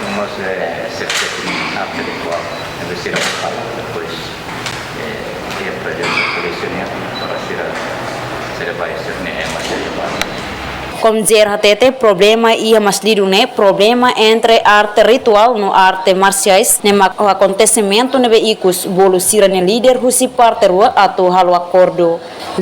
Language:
Tetum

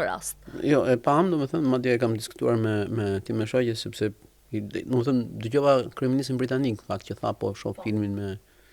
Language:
Albanian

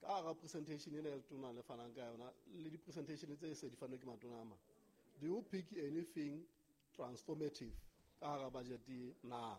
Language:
Southern Sotho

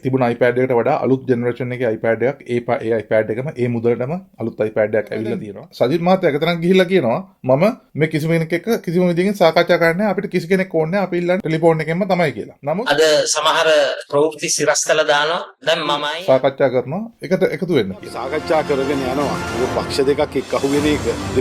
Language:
Sinhala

